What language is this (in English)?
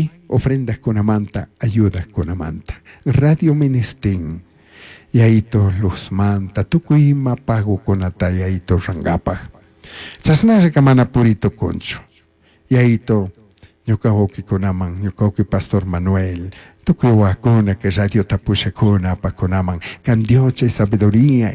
Chimborazo Highland Quichua